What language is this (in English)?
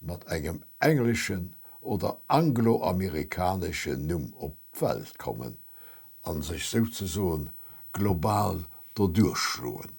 Luxembourgish